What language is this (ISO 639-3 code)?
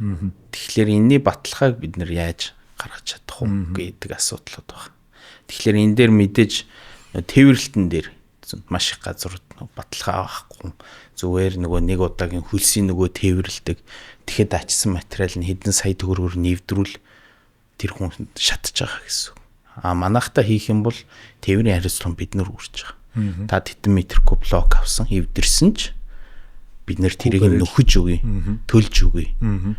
mon